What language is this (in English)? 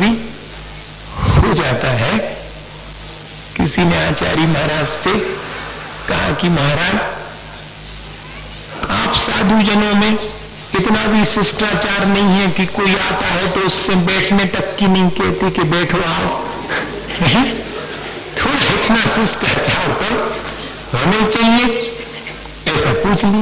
Hindi